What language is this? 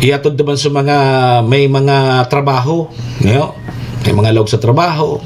Bikol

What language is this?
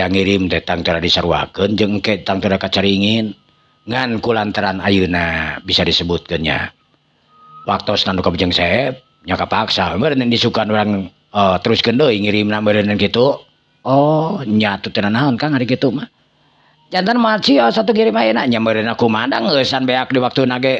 Sundanese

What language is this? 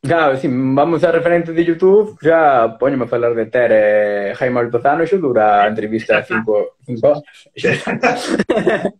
Galician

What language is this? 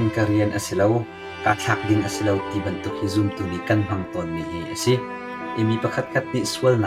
Hakha Chin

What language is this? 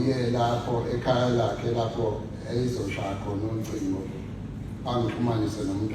Zulu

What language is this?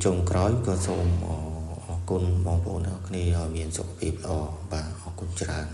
Khmer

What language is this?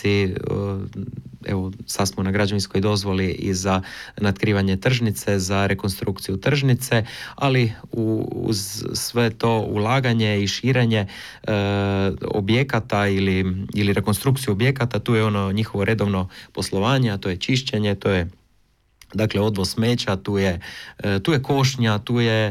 Croatian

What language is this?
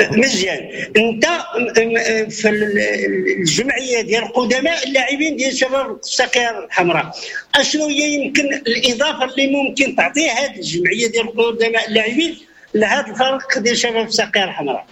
Moroccan Arabic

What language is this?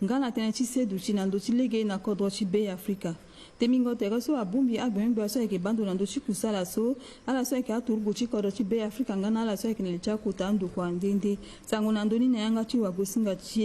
Sango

